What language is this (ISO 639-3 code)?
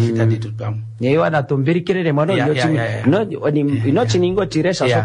kua